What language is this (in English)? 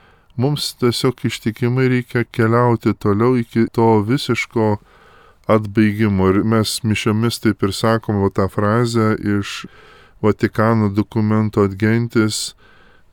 Lithuanian